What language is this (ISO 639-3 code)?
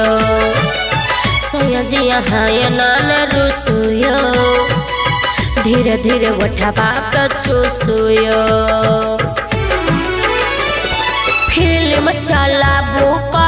mai